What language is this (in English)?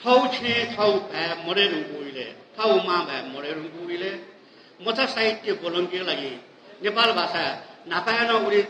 Newari